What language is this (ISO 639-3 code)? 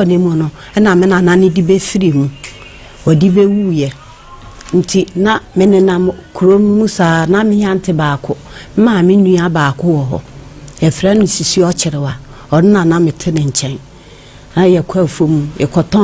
aka